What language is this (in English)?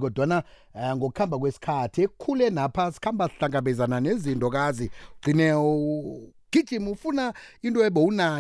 South Ndebele